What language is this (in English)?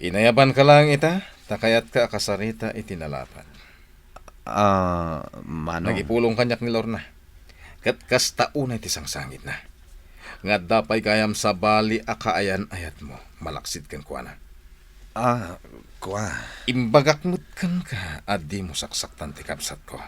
Iloko